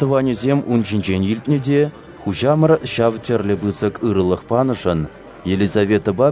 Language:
Chuvash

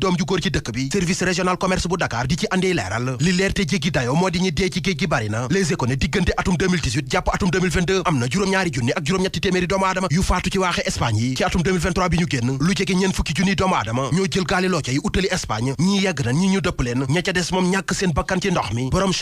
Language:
Wolof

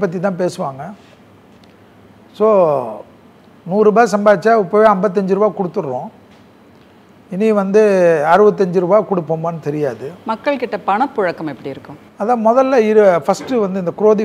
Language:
Tamil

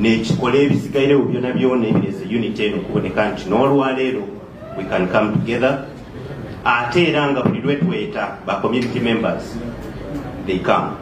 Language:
Soga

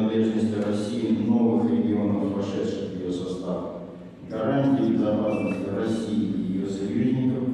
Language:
Russian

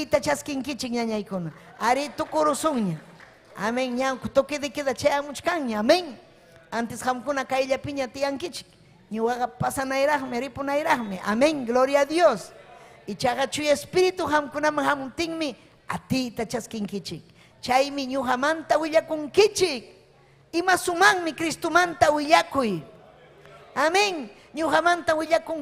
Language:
Ayacucho Quechua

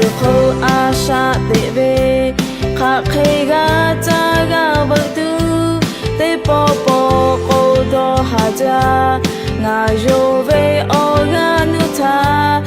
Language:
Lahu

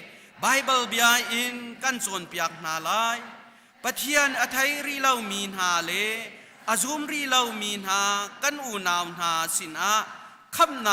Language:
Hakha Chin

